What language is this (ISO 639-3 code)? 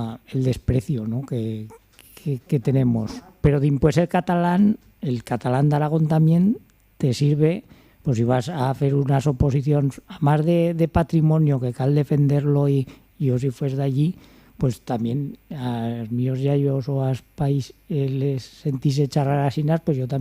arg